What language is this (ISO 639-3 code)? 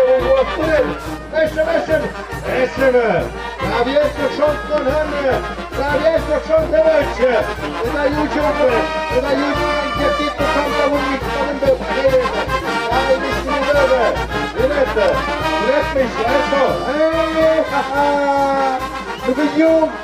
mxp